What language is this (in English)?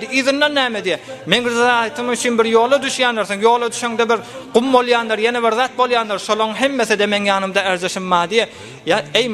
Turkmen